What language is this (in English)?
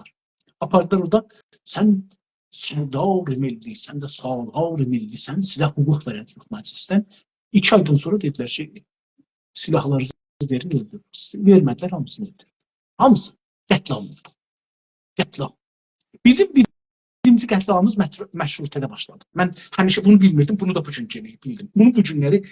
South Azerbaijani